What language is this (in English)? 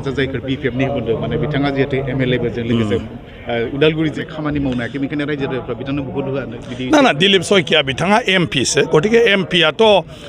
Bodo